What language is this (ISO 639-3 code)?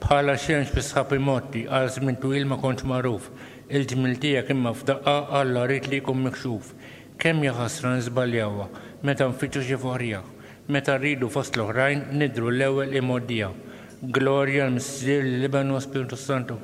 mlt